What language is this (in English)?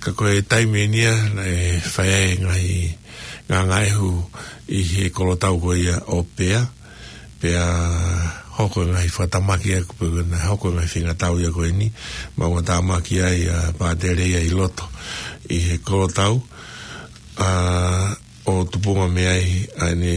Tongan